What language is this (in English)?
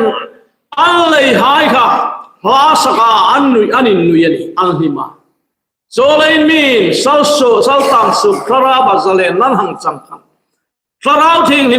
Hmar